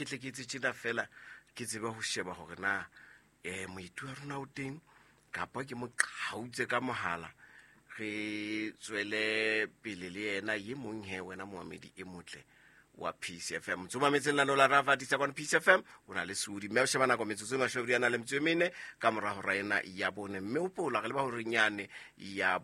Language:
Southern Sotho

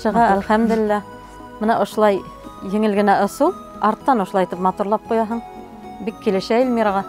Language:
Bashkir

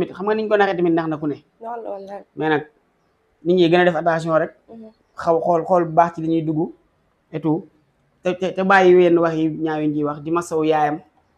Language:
Wolof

